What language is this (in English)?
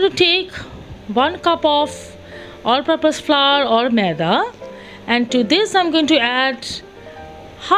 English